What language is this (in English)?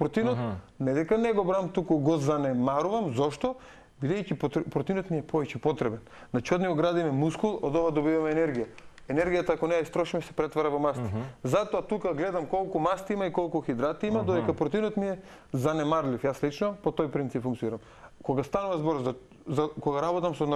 Macedonian